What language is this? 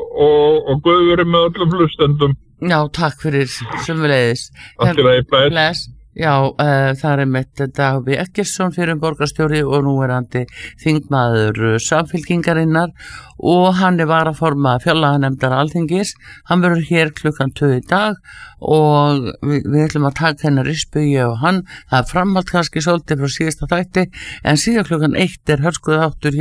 Icelandic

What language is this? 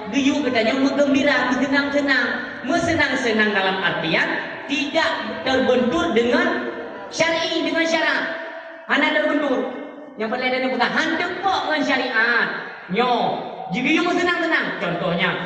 Achinese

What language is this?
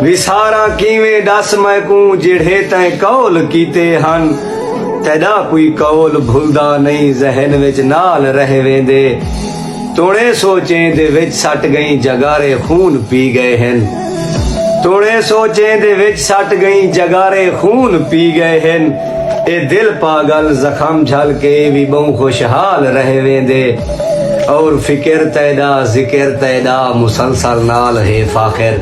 Saraiki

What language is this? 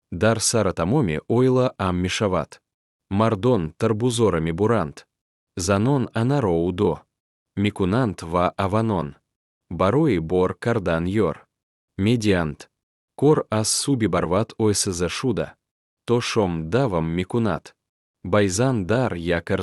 Tajik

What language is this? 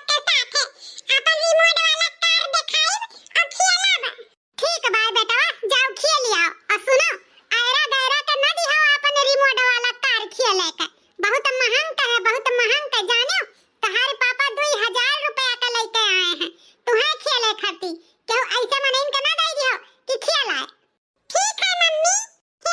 Awadhi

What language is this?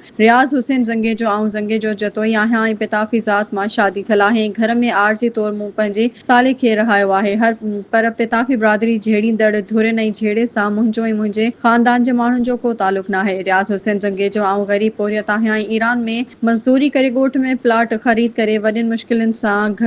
Sindhi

